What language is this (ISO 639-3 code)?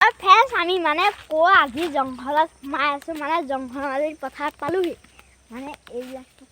asm